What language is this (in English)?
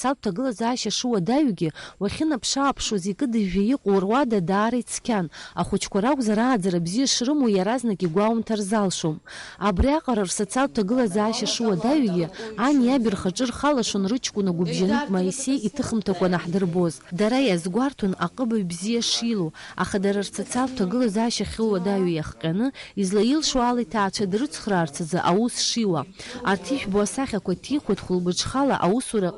Abkhazian